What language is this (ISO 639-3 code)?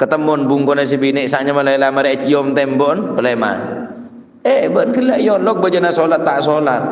mad